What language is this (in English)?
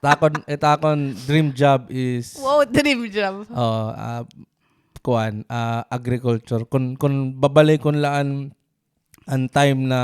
Waray